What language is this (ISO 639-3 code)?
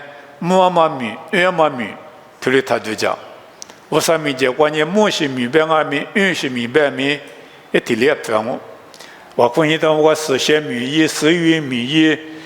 lis